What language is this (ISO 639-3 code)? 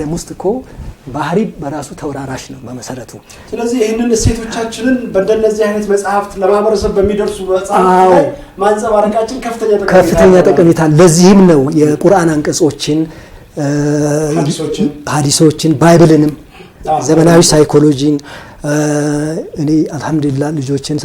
amh